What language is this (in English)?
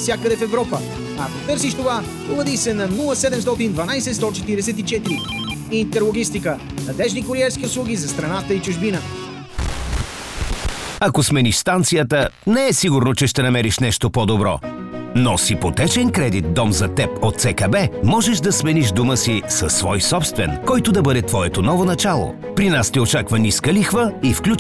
Bulgarian